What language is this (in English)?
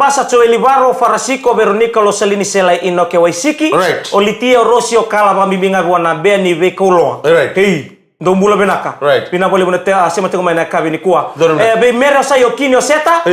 Fijian